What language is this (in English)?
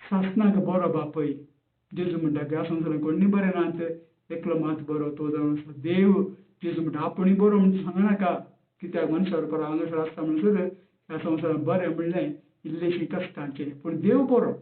Konkani